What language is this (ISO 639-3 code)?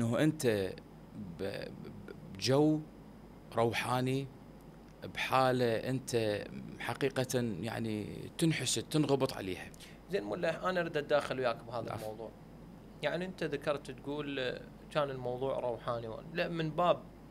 acm